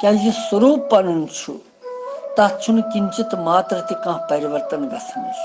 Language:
Kashmiri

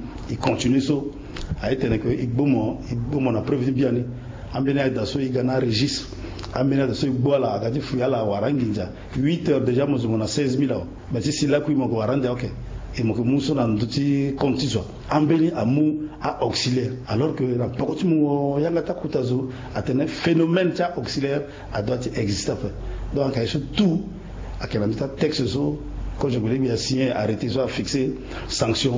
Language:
Sango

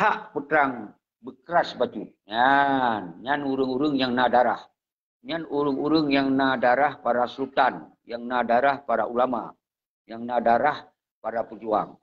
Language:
Achinese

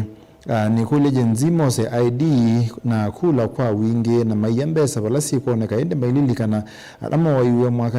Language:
Kamba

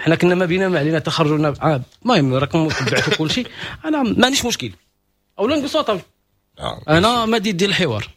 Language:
Moroccan Arabic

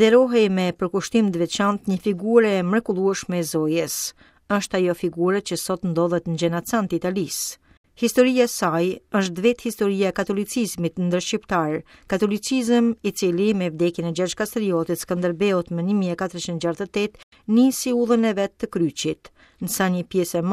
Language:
Albanian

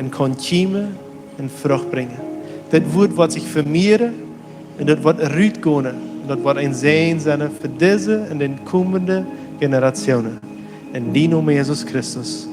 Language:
Plautdietsch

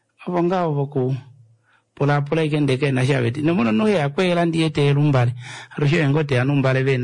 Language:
Kuanyama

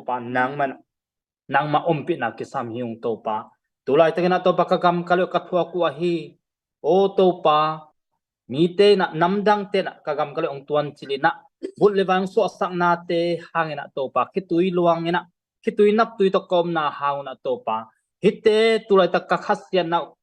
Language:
Tedim Chin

